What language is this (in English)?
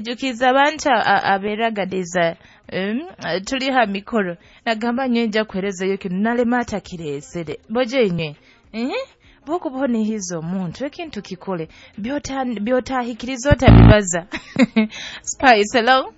Nyoro